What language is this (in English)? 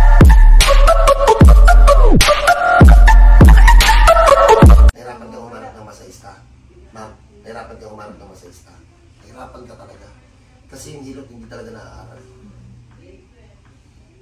Filipino